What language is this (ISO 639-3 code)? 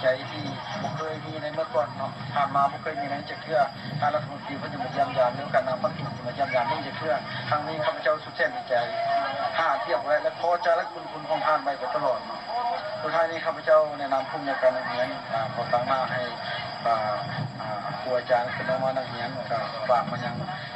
lao